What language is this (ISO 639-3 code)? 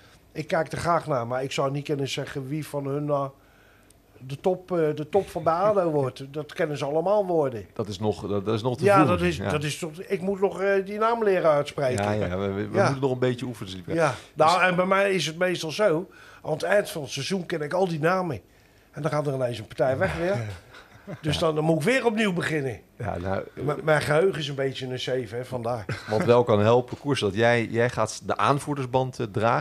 nld